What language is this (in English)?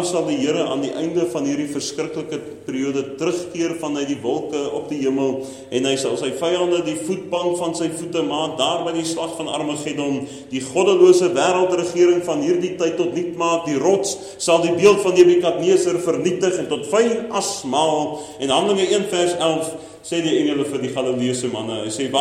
Afrikaans